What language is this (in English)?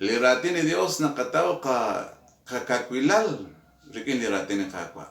Kekchí